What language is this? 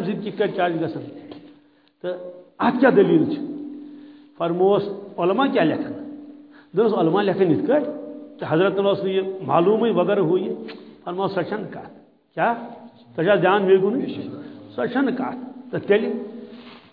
Kashmiri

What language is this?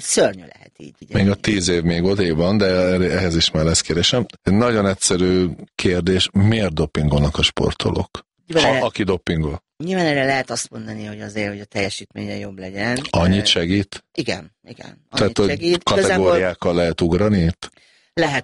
Hungarian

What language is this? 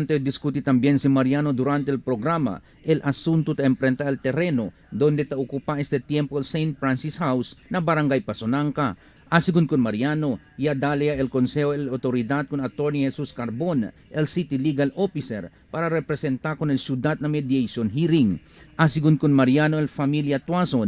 Chavacano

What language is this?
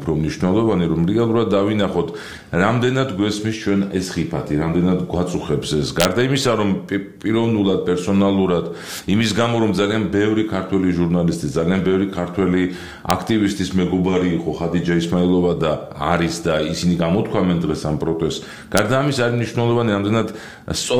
Georgian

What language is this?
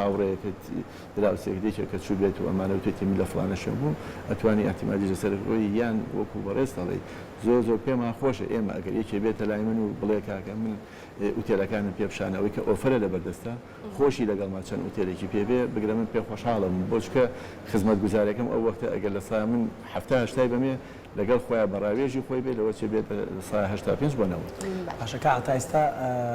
Central Kurdish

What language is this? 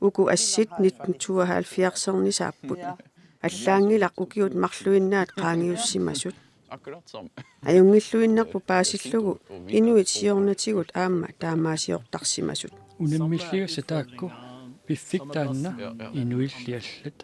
Kalaallisut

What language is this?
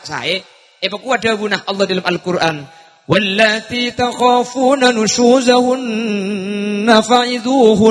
Madurese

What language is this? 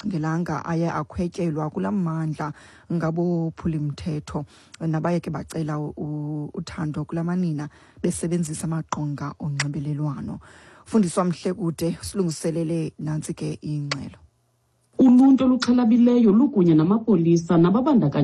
Xhosa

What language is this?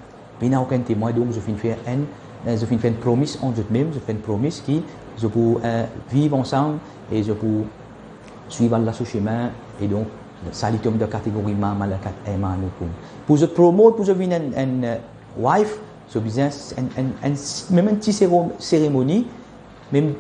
Morisyen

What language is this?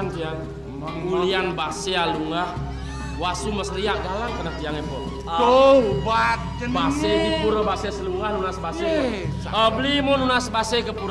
Balinese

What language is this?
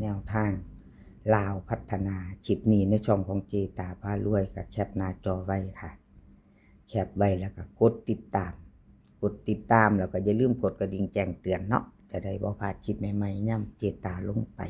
Northeastern Thai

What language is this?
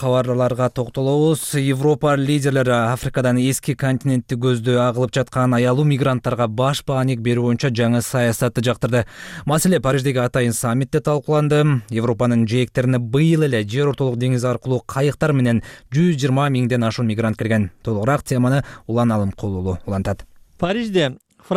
Kyrgyz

